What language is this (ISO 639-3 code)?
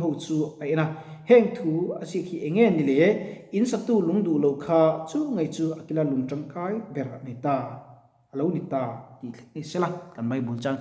lus